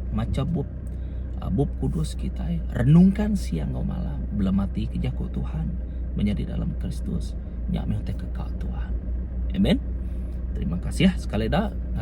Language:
Iban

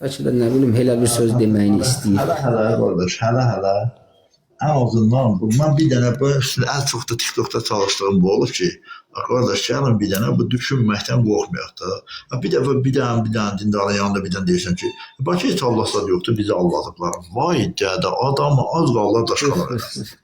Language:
Azerbaijani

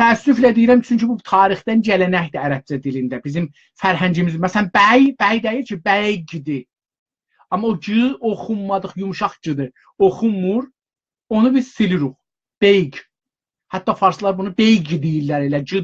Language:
South Azerbaijani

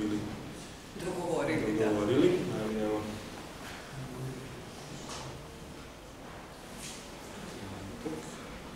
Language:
Serbian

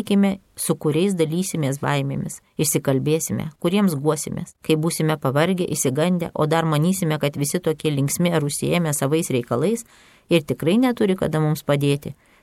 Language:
Lithuanian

